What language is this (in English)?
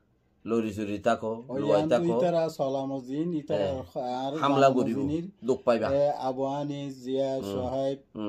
Rohingya